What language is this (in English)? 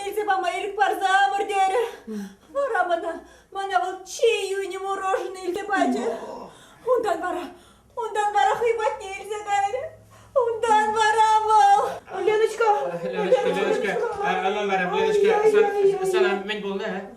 Chuvash